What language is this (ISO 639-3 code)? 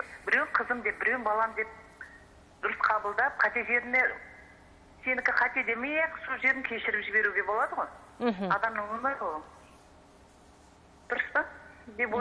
kaz